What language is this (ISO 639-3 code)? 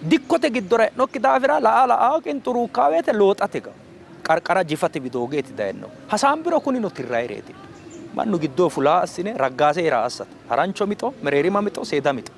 sid